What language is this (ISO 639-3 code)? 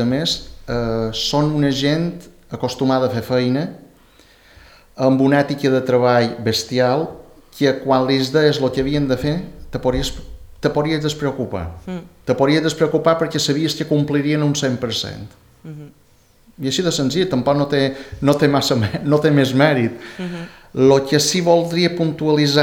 cat